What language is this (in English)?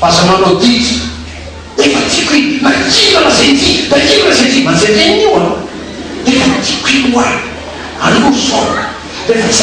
Malagasy